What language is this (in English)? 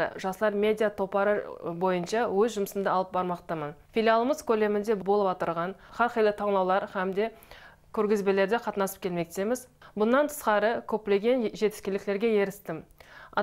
Kara-Kalpak